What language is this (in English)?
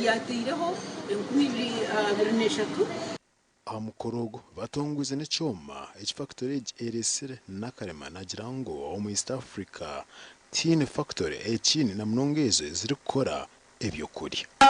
Nyankole